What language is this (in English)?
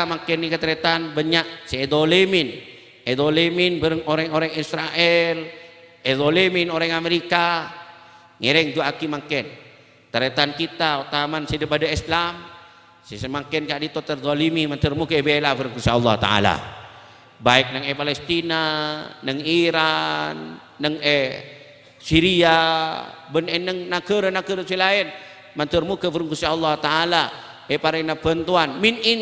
Madurese